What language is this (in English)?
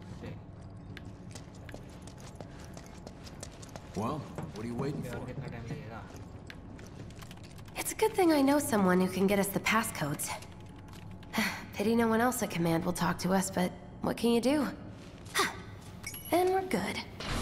English